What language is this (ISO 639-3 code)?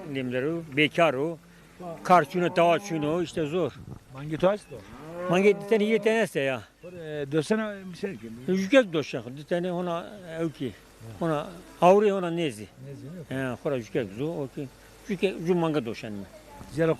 zza